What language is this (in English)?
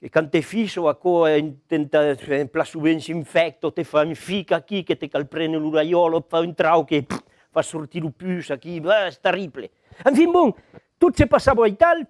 Occitan